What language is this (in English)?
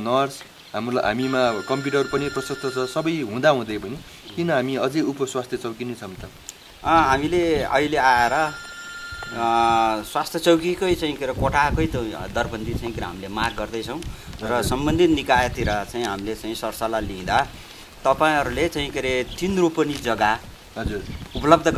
Nepali